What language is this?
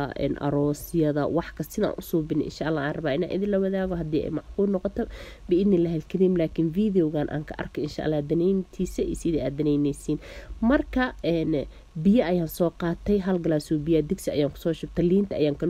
Somali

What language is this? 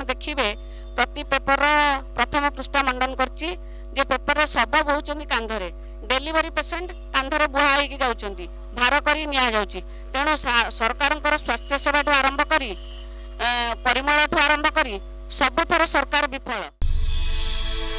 Odia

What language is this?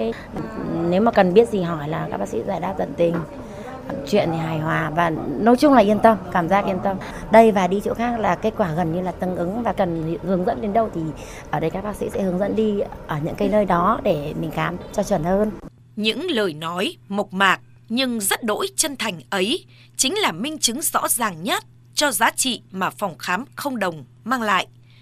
Vietnamese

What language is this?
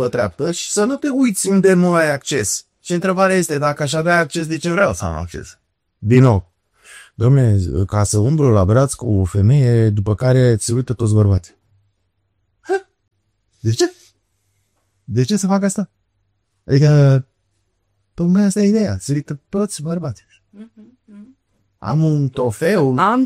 Romanian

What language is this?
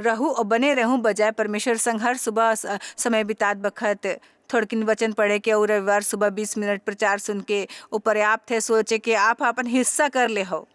Chhattisgarhi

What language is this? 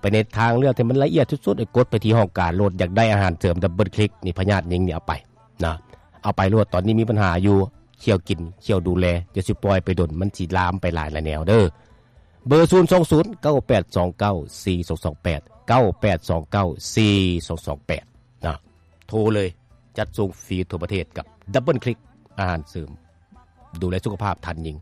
Lao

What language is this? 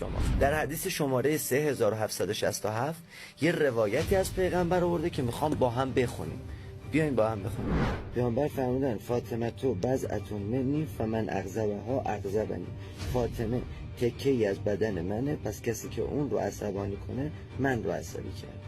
Persian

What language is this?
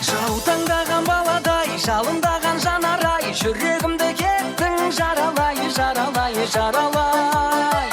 Kara-Kalpak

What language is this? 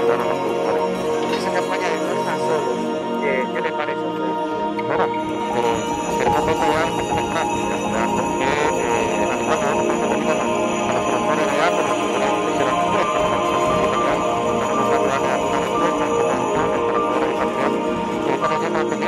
Spanish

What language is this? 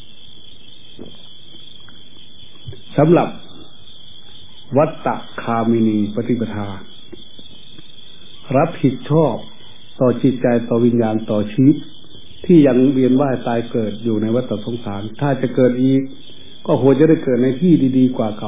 Thai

